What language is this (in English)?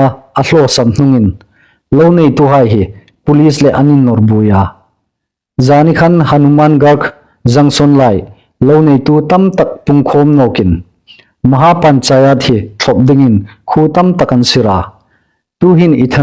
Hmar